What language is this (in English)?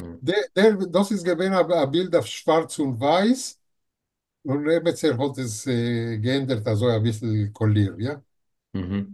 Yiddish